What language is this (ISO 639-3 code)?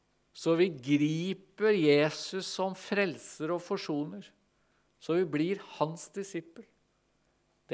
nor